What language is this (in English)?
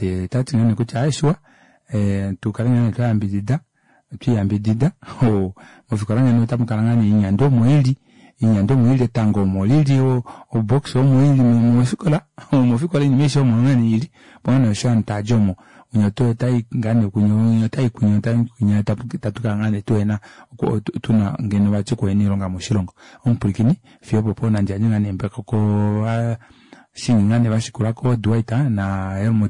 Kuanyama